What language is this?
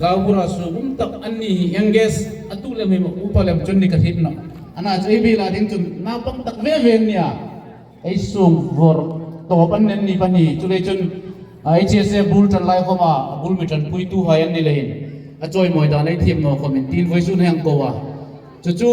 Hmar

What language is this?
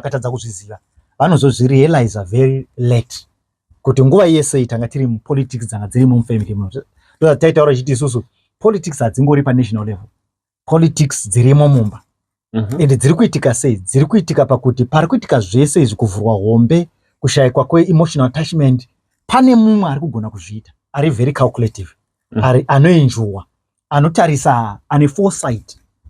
Shona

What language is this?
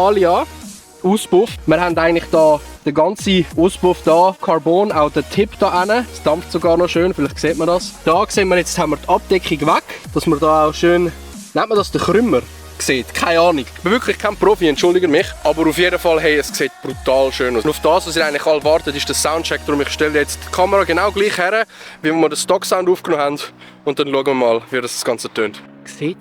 Swiss German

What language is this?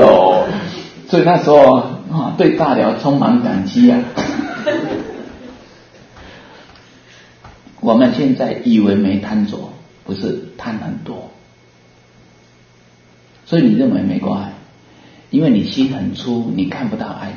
Chinese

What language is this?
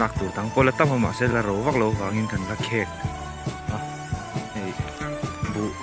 Mizo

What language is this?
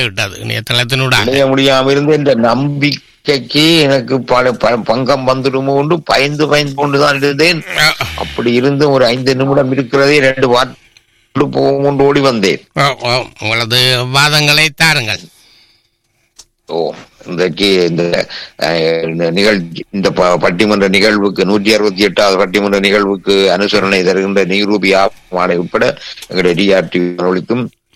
Tamil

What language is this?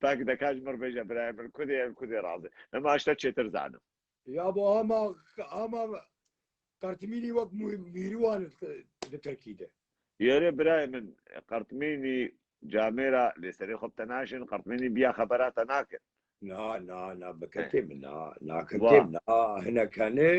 Kurdish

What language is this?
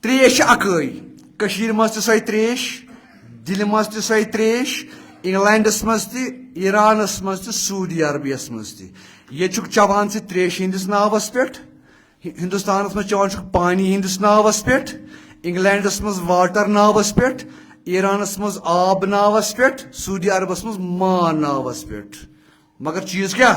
Kashmiri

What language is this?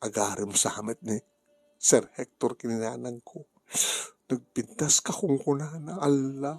Iloko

